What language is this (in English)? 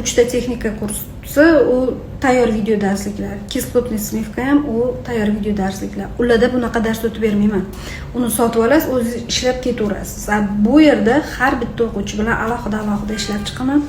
Uzbek